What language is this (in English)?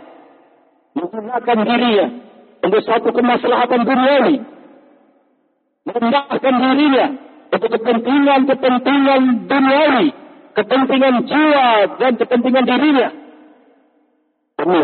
Indonesian